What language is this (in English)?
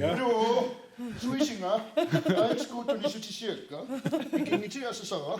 Kalaallisut